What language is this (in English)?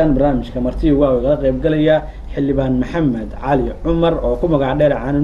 Somali